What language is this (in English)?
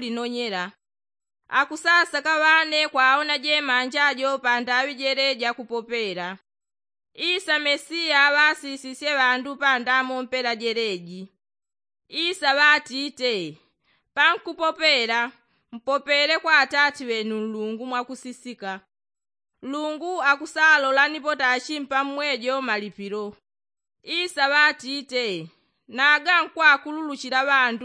Yao